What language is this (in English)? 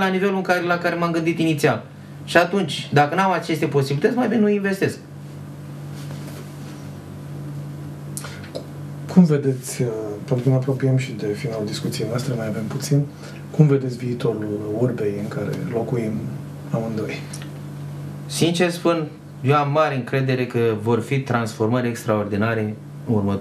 Romanian